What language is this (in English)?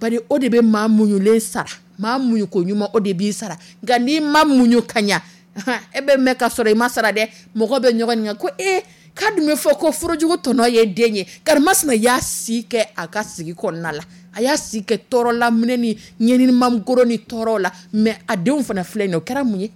Dyula